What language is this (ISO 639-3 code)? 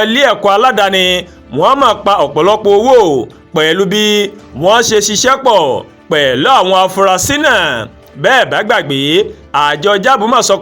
yor